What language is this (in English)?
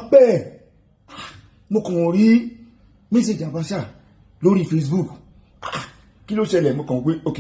Yoruba